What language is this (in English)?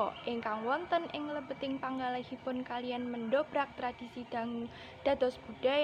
Javanese